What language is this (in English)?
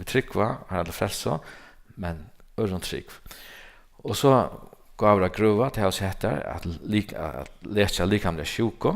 Faroese